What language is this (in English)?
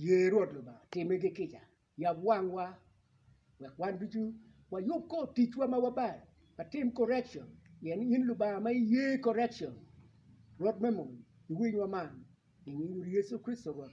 Acoli